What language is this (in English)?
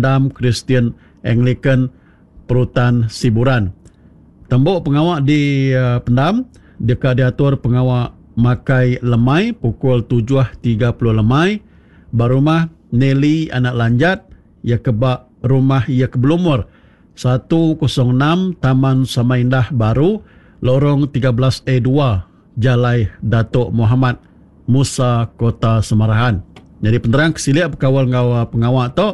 Iban